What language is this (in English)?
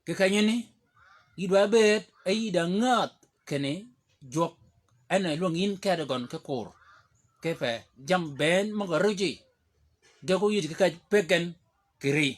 Shilluk